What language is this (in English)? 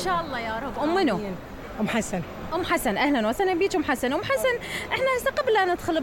Mesopotamian Arabic